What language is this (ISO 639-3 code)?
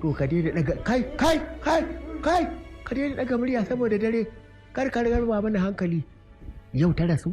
hau